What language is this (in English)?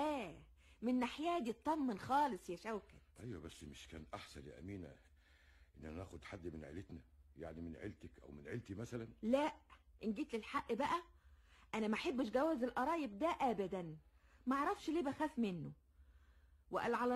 Egyptian Arabic